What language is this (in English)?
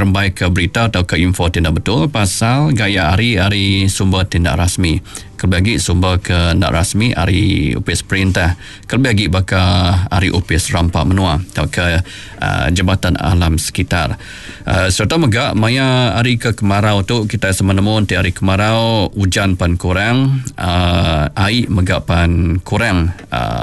Iban